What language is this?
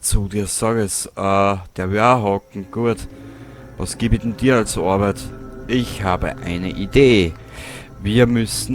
Bavarian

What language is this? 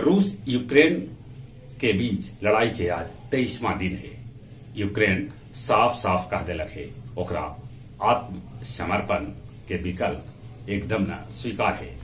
Magahi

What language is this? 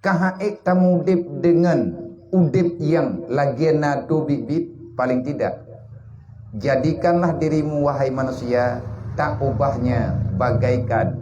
Achinese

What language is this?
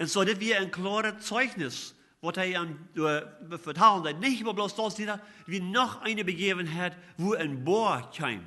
Plautdietsch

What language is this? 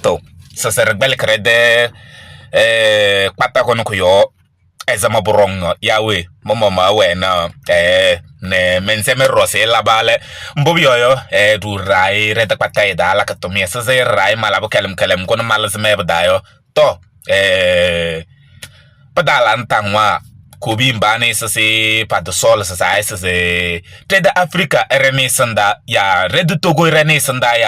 Kabiyè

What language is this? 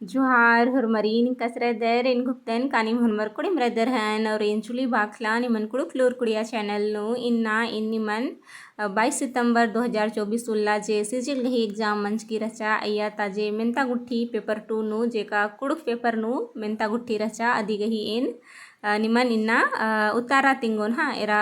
Kurukh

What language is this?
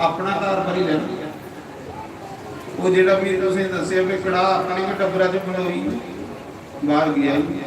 Dogri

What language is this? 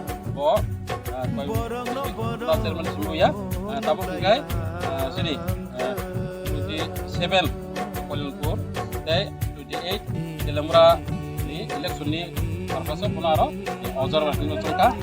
Kok Borok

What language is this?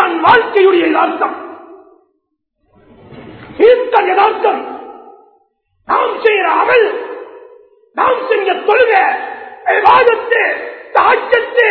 Tamil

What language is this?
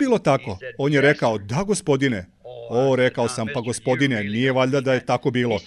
Serbian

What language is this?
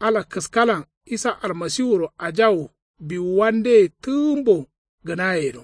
Kanuri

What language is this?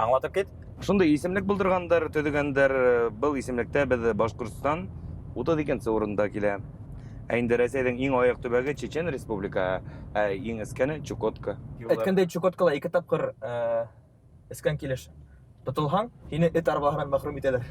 Bashkir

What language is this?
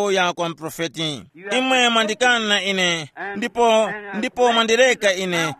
Tumbuka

